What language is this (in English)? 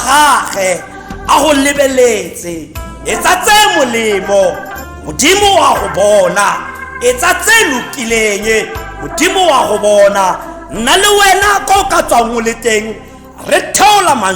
Tswana